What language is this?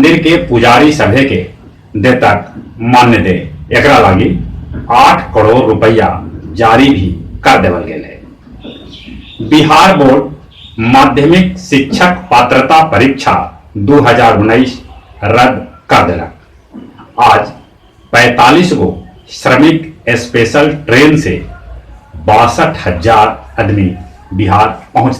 Magahi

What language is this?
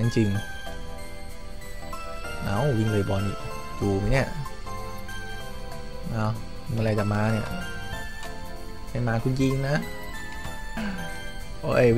Thai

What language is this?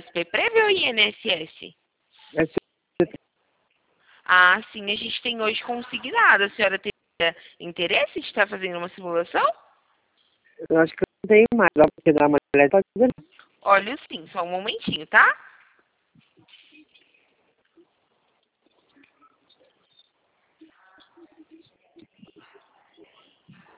Portuguese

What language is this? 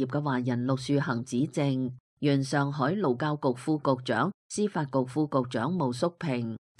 Cantonese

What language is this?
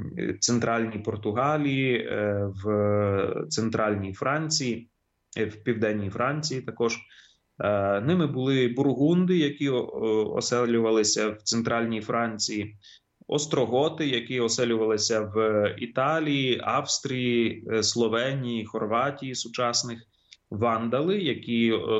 Ukrainian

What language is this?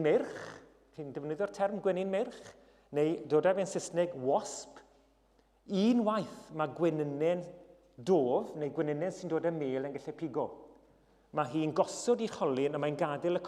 Welsh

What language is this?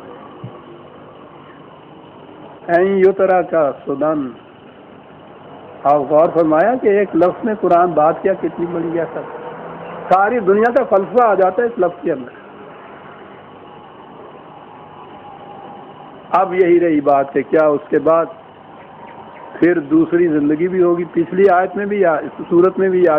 Urdu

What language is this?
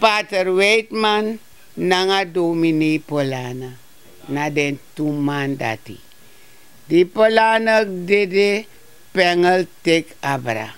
Sranan Tongo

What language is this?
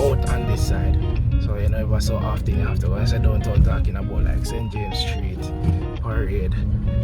Jamaican Creole English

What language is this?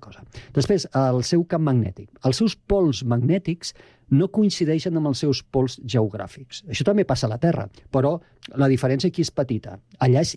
Catalan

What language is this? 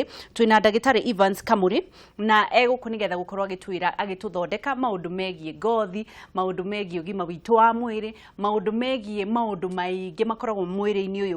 Kikuyu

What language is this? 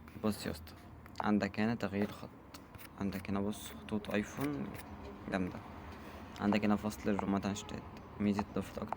Egyptian Arabic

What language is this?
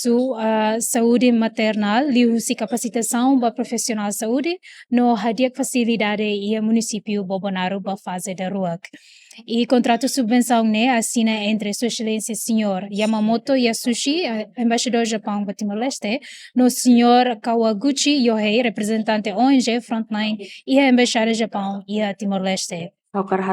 Tetum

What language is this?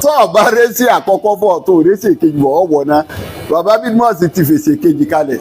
Yoruba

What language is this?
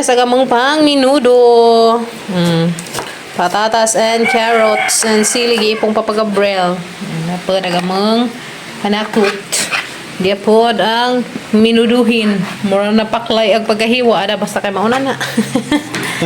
Cebuano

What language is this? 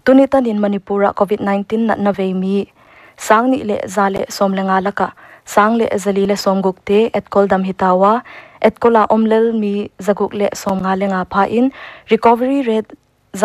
Paite Chin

